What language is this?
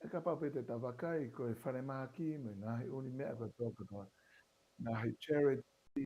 Tongan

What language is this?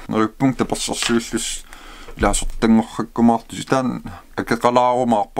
Kalaallisut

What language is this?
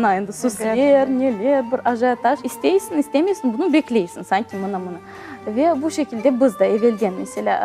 Crimean Tatar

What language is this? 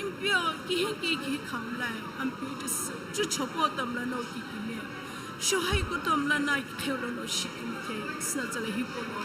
Sumi Naga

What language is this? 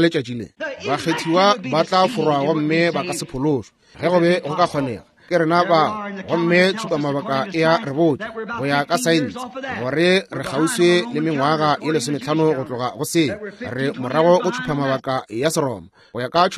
Northern Sotho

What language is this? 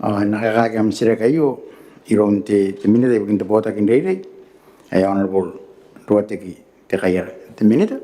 Gilbertese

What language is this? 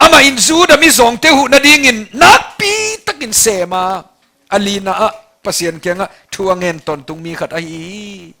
Tedim Chin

